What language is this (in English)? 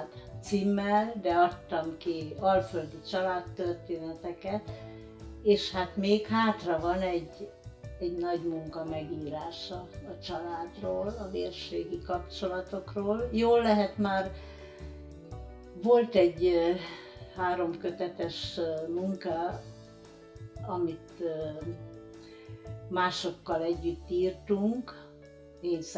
Hungarian